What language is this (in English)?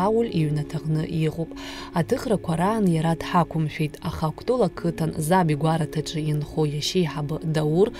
Abkhazian